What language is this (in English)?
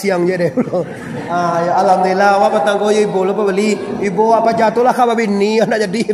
Minangkabau